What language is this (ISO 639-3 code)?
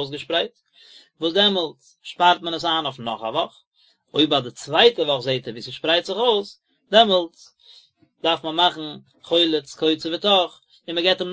yid